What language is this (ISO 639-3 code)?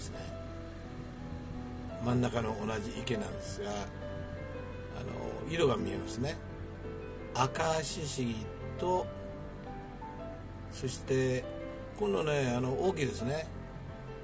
jpn